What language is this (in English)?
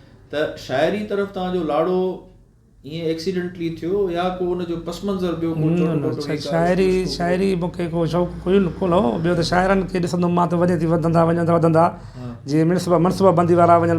Sindhi